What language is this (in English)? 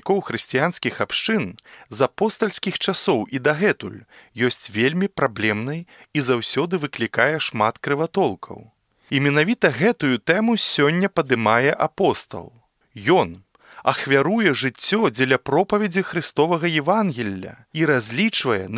Belarusian